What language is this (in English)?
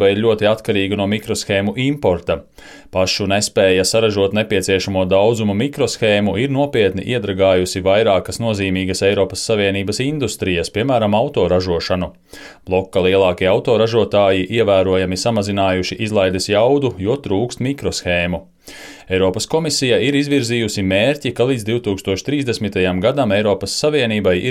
Latvian